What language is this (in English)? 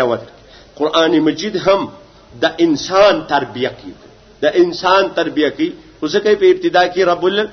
Pashto